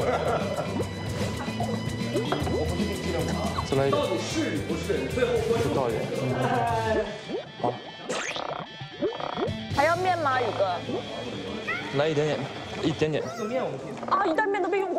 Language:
Chinese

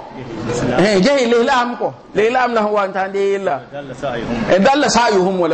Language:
Mossi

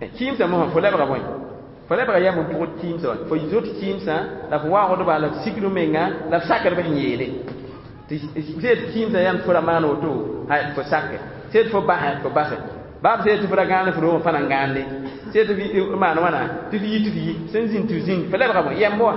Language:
Mossi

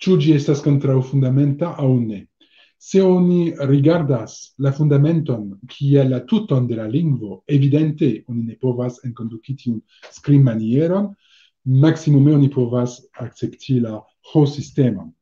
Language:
Esperanto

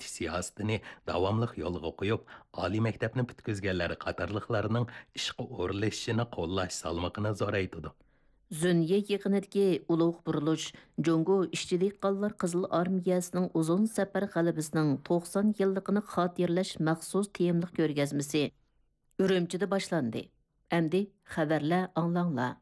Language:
Uyghur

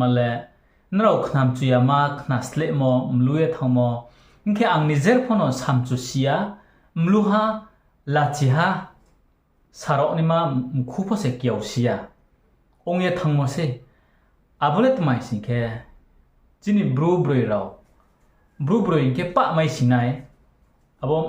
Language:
Riang (India)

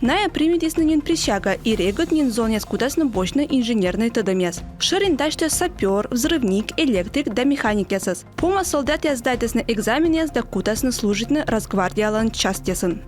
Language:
Komi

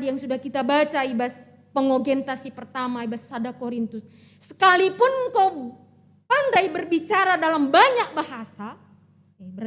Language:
Batak Karo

